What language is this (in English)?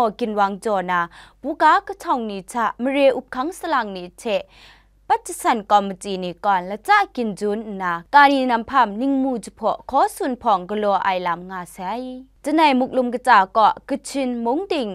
Kachin